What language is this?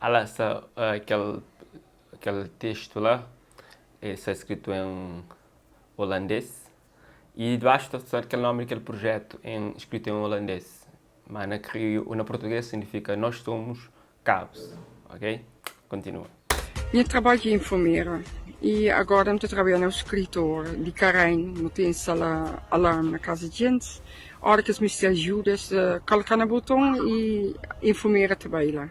Kabuverdianu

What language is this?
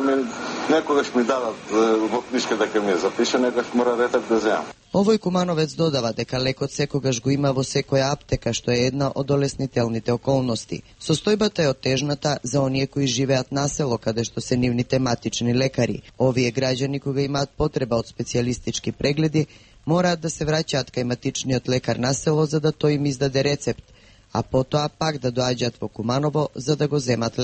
Macedonian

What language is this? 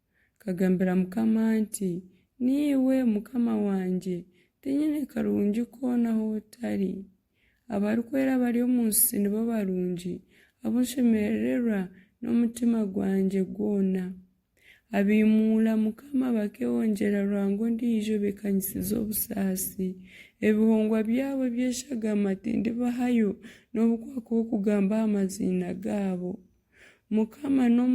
Nyankole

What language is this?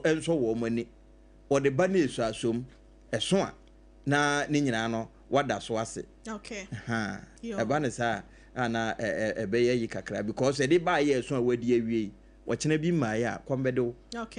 Akan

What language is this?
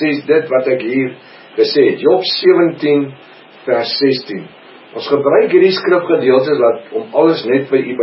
Afrikaans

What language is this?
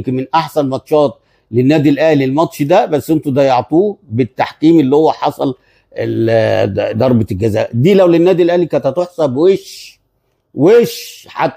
Egyptian Arabic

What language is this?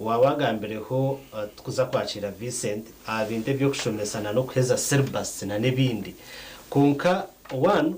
Nyankole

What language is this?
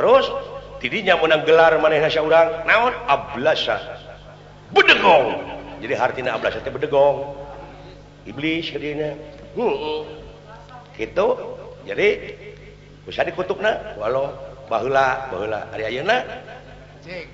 Sundanese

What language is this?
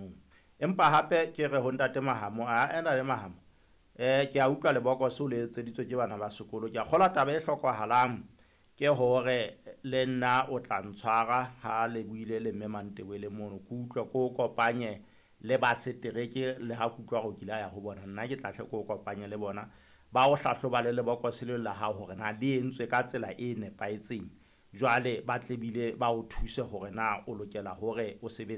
Southern Sotho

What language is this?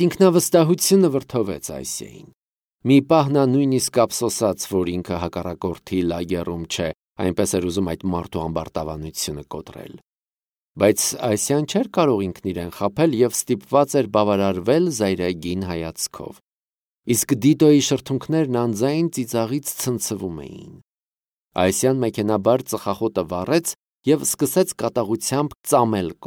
Armenian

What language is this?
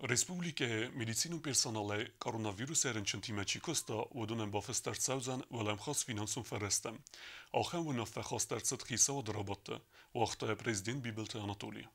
Ossetic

